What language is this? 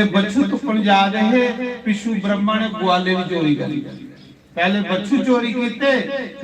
Dogri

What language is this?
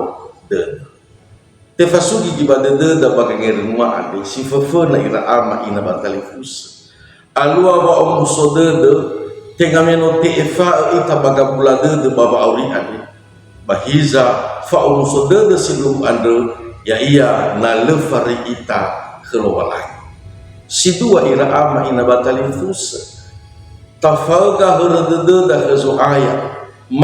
Nias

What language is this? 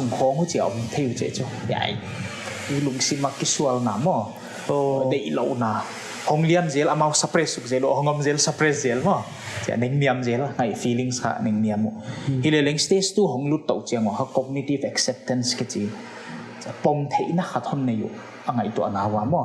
Paite Chin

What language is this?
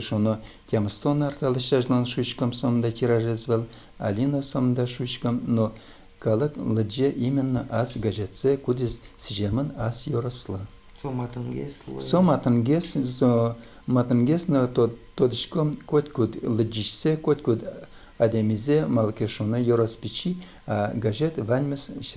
Udmurt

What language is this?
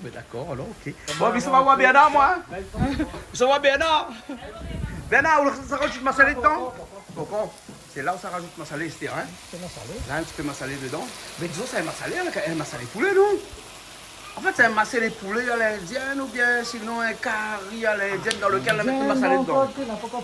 Réunion Creole French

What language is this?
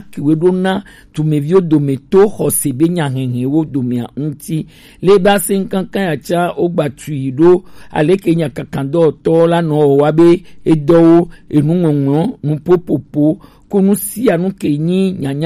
Gen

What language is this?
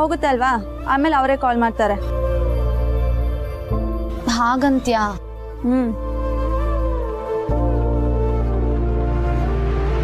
Kannada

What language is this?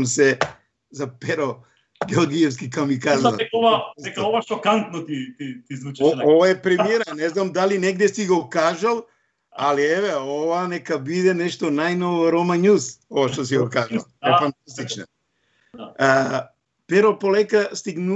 Macedonian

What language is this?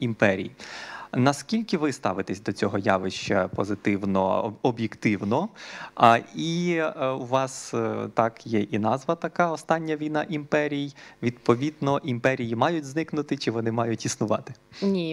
Ukrainian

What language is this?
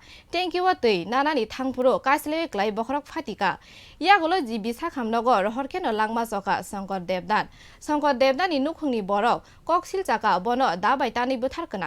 Kok Borok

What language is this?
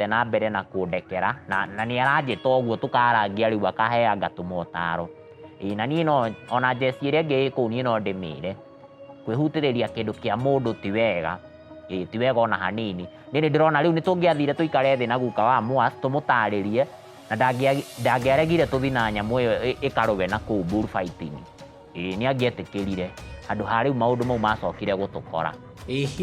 Kikuyu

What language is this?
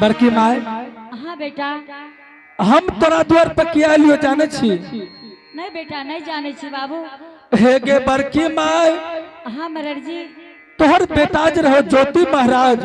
Angika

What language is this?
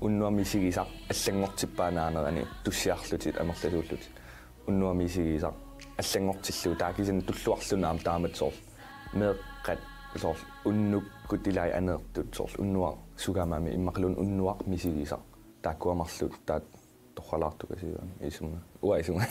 Kalaallisut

